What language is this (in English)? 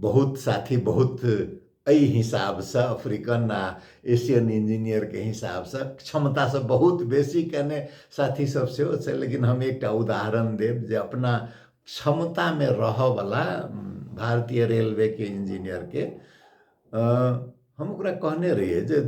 Maithili